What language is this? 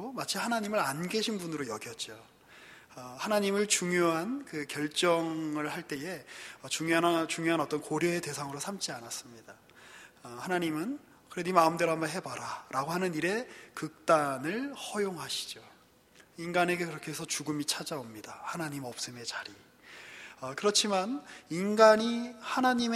Korean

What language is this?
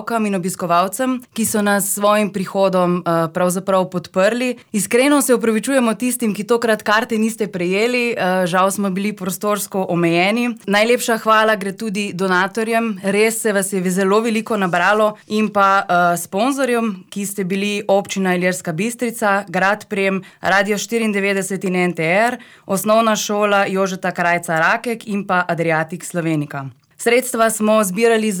Slovenian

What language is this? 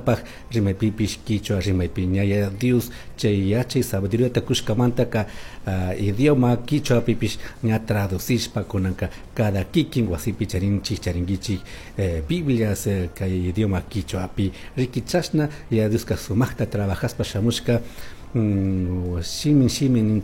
Chimborazo Highland Quichua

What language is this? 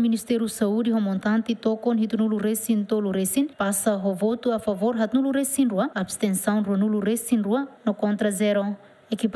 Tetum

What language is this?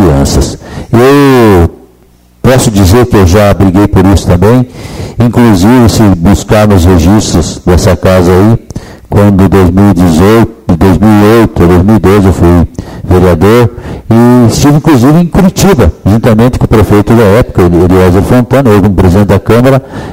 Portuguese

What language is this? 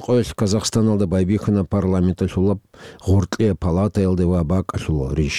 Avaric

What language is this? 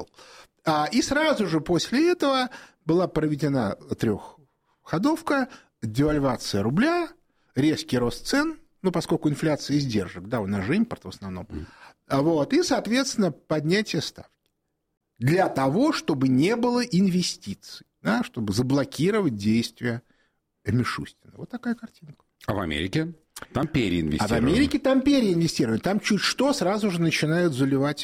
Russian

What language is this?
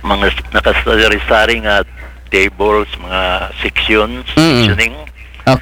Aklanon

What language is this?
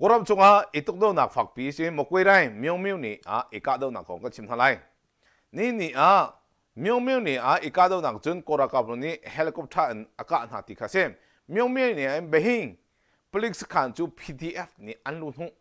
Hakha Chin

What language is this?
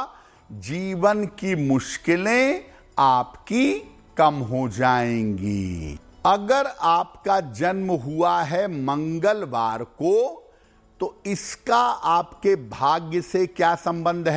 Hindi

